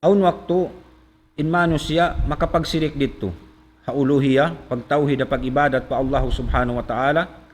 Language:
Tausug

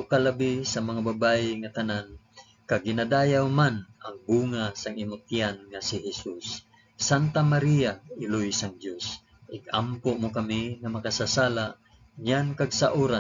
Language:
Hiligaynon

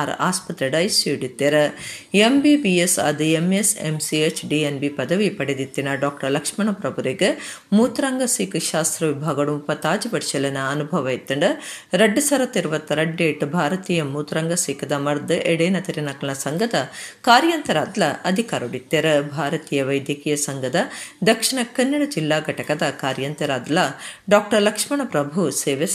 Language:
Tulu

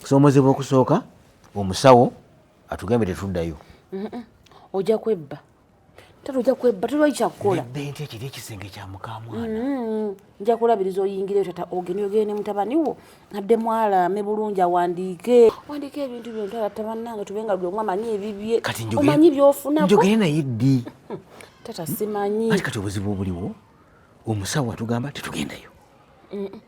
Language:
Ganda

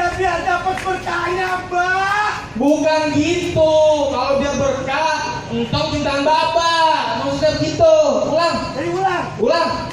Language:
Betawi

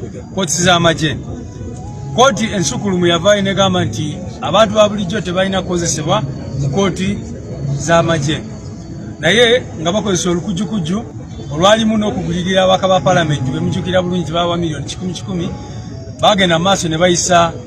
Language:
Ganda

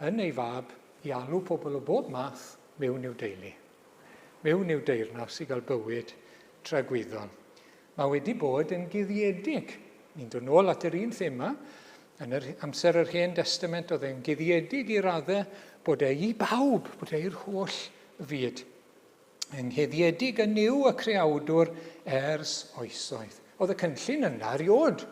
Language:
Welsh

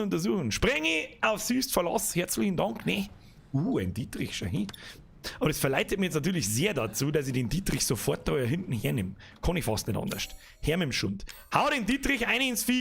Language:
Bavarian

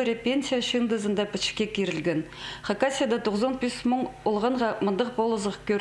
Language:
Khakas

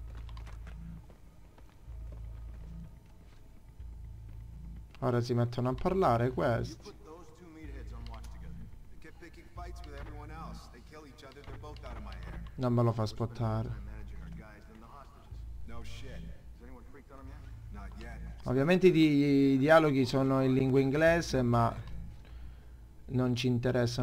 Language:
Italian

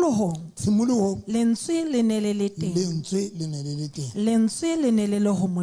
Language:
Southern Sotho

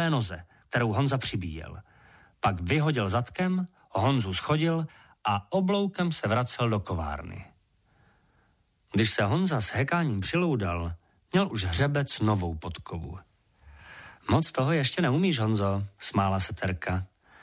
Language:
Czech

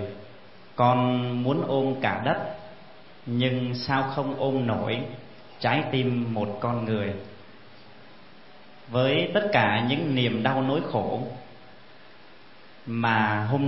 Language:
Vietnamese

